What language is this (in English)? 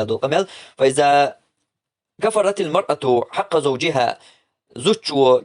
Chechen